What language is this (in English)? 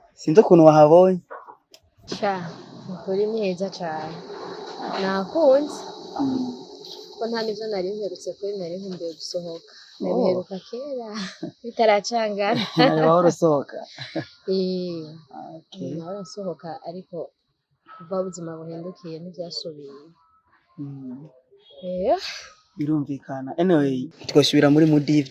Rundi